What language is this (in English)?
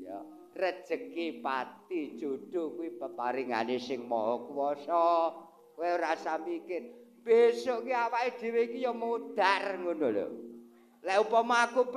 Javanese